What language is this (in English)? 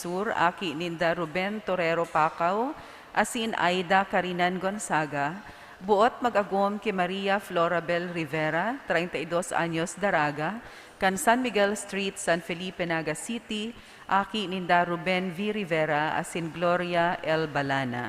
Bikol